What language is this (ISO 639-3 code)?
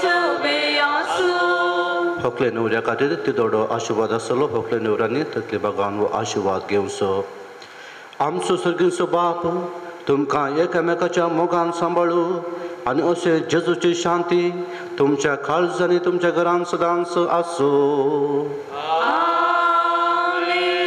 kok